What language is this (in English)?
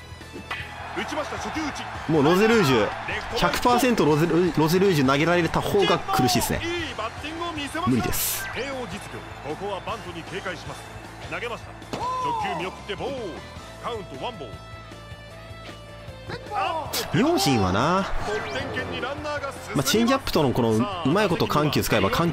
Japanese